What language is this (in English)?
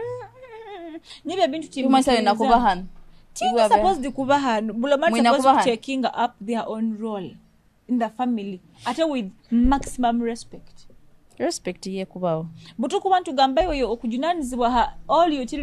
Nyoro